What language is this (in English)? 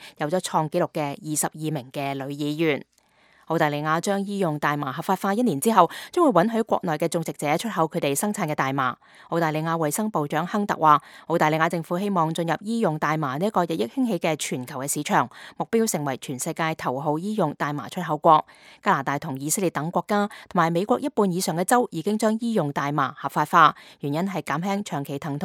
Cantonese